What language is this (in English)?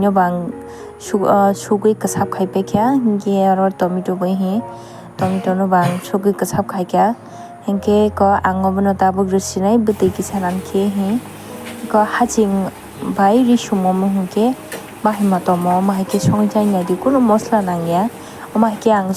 Kok Borok